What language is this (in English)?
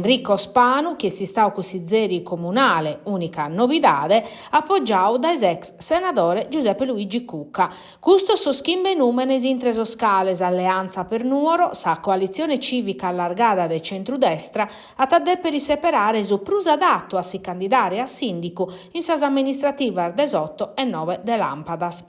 Sardinian